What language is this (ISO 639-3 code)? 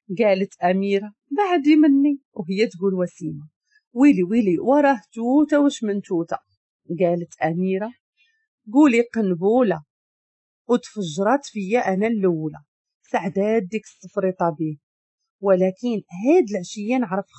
ary